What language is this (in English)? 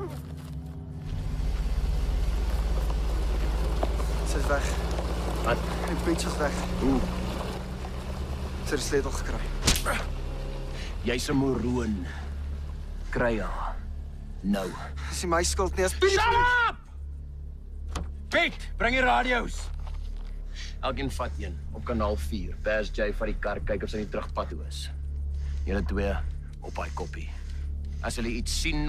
Afrikaans